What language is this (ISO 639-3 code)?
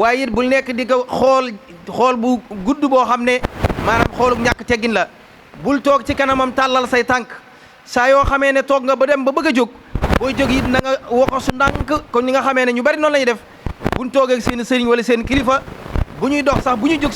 wol